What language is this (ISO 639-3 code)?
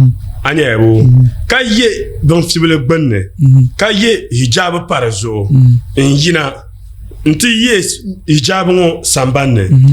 dag